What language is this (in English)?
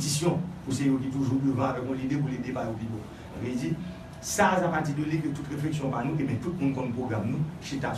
Haitian Creole